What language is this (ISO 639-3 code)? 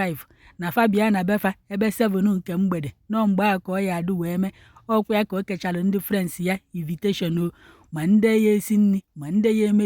ibo